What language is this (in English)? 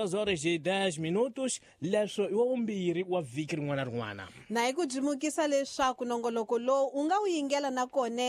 Tsonga